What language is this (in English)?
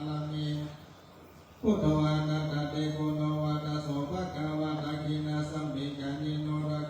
Pali